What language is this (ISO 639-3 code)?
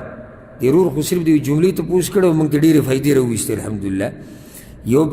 pus